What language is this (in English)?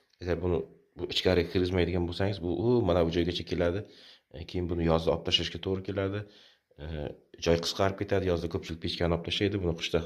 Uzbek